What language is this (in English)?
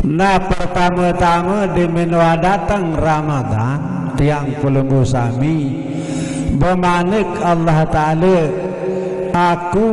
Sasak